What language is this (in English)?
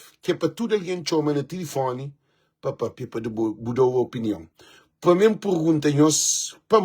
Kabuverdianu